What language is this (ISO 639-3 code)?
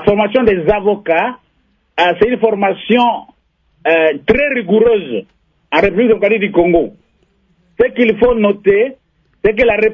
fra